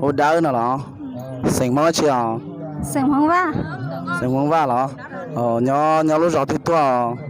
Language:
Hmong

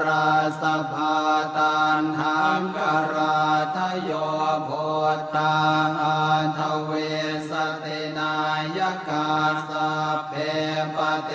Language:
Pali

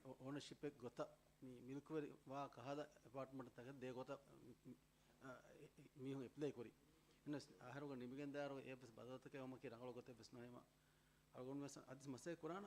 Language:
Divehi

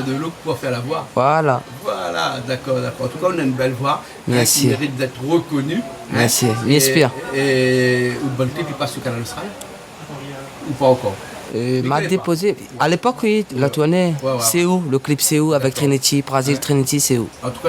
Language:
Réunion Creole French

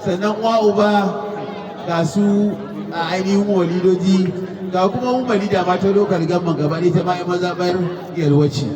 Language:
Hausa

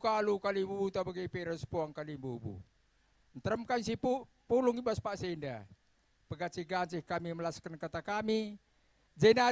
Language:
Batak Karo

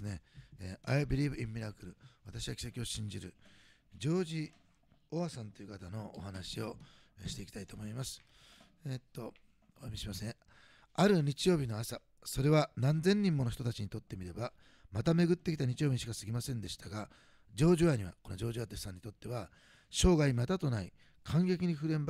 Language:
Japanese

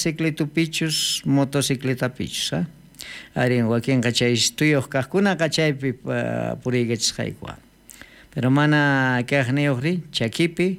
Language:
South Bolivian Quechua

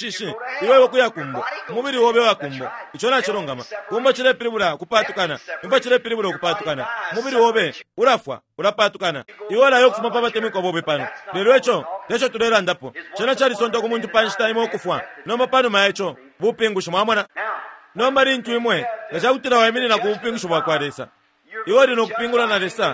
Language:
Bemba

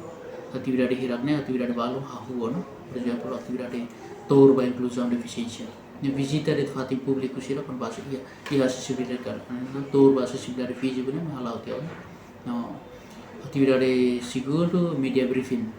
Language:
Tetum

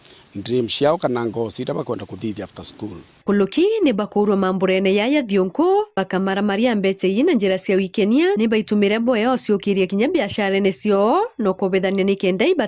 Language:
Meru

